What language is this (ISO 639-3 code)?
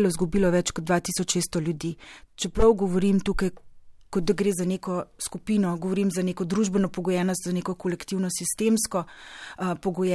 slv